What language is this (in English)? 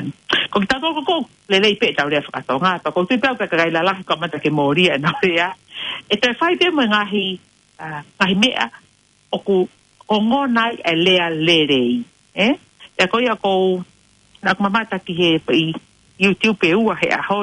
Tongan